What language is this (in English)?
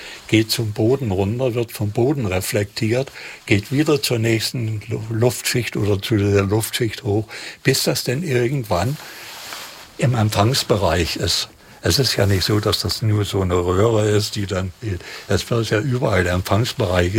German